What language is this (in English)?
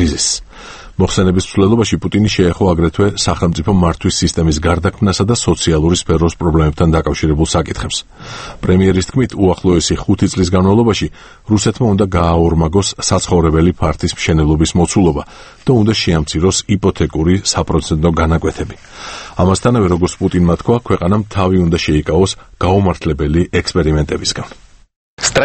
Georgian